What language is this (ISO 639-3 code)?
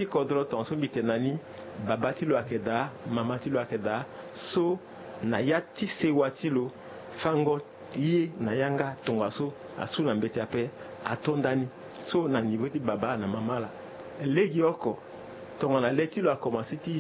sag